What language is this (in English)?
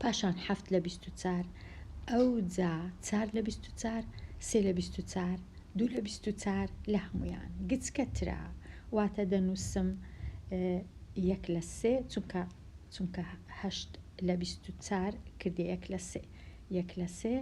Central Kurdish